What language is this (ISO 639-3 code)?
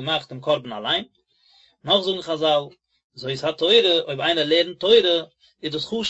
yid